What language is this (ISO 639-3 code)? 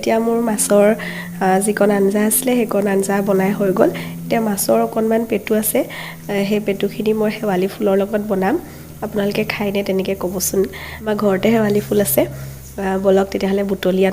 asm